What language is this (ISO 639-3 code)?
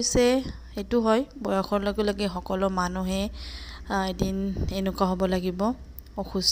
asm